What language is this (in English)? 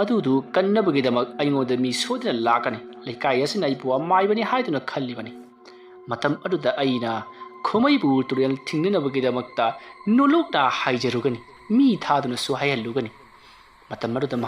Manipuri